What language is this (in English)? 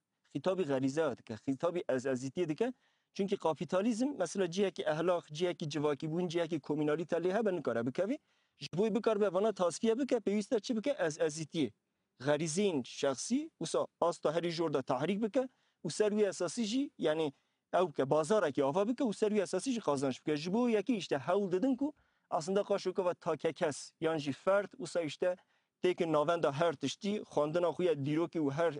Kurdish